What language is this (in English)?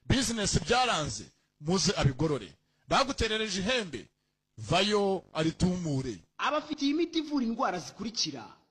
Kinyarwanda